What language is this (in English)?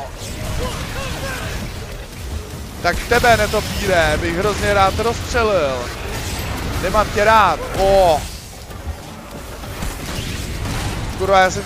Czech